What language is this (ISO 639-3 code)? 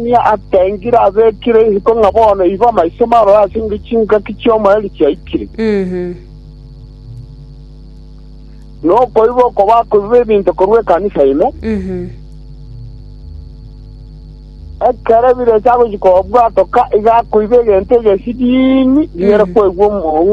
guz